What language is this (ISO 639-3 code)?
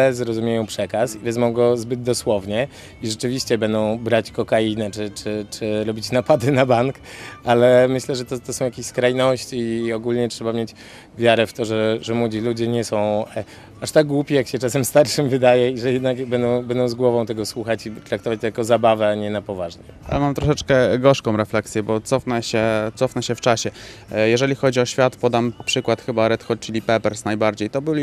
pol